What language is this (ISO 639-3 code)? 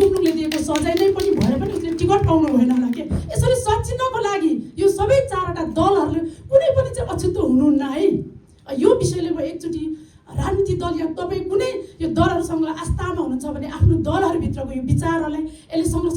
nep